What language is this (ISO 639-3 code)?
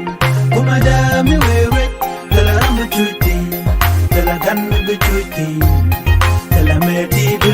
nus